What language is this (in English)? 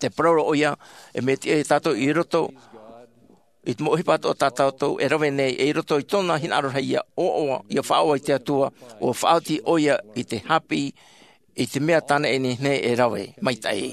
Tahitian